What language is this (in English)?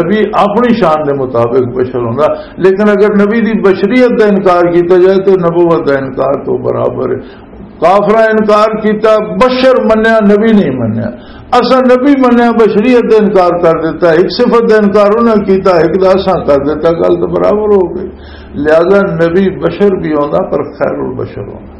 Western Panjabi